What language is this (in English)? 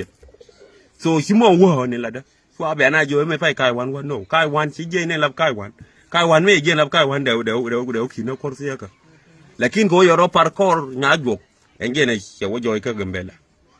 Nuer